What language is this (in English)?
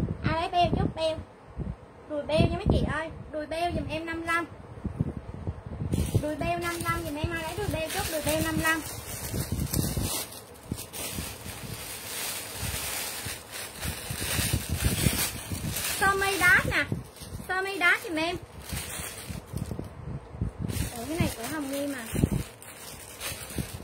Vietnamese